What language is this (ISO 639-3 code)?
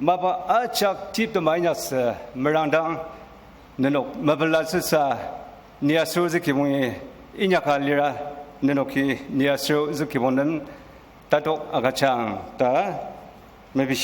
njo